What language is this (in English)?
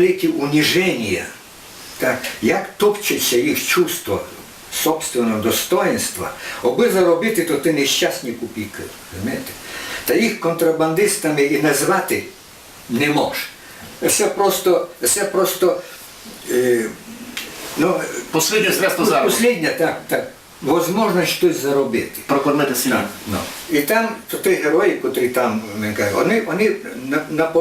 Rusyn